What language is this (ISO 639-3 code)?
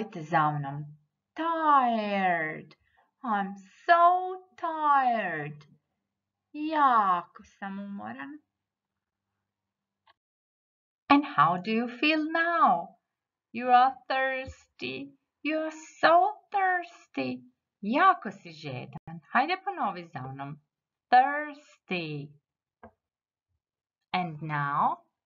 hrv